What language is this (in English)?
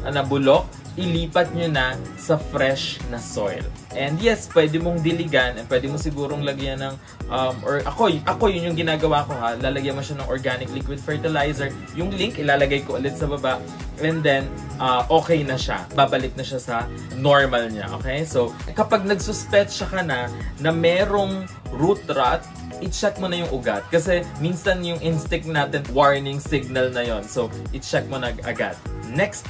Filipino